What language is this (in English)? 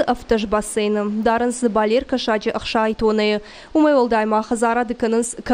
Ossetic